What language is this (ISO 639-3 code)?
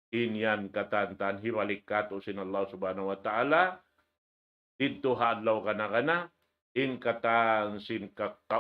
tsg